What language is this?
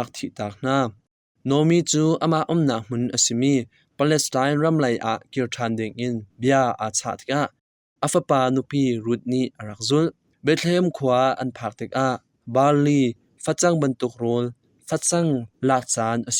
Hakha Chin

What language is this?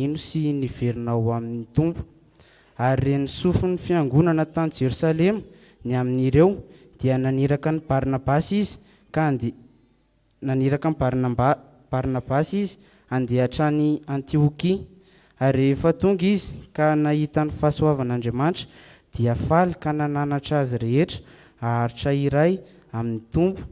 Malagasy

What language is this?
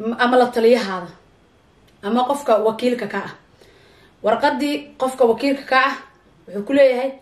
Somali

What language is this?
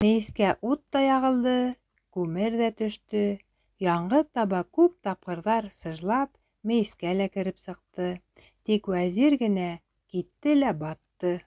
Bashkir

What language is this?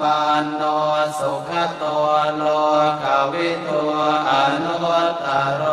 Pali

